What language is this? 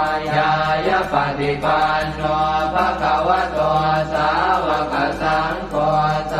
Pali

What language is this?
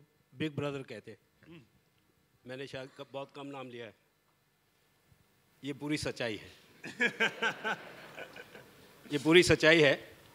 Hindi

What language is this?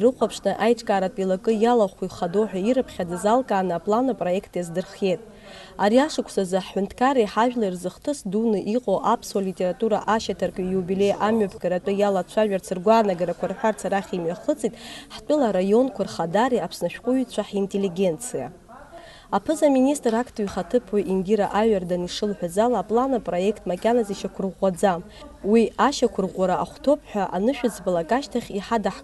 Abkhazian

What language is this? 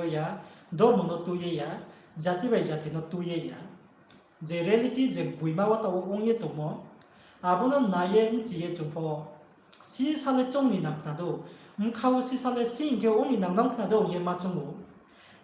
Riang (India)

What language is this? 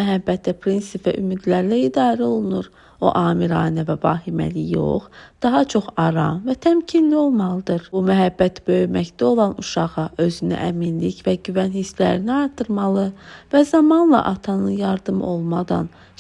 Azerbaijani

